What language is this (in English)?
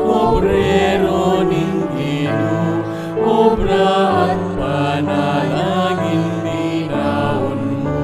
Pampanga